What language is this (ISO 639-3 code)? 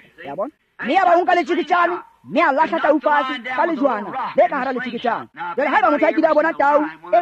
tsn